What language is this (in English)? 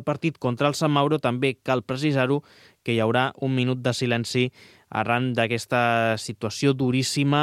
Catalan